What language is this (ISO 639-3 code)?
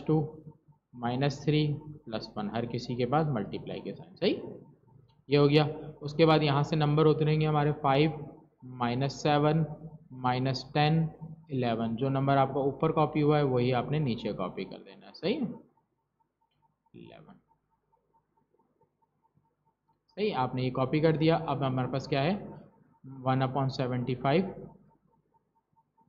hin